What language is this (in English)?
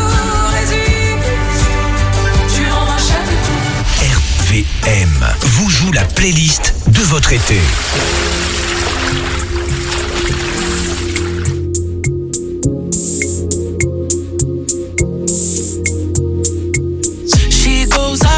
French